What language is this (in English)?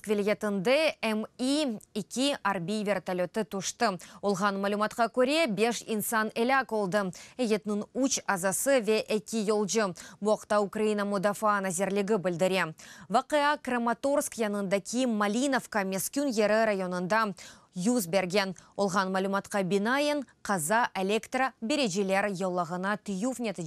Crimean Tatar